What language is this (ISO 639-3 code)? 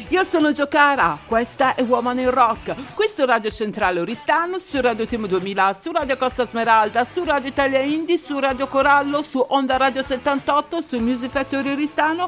ita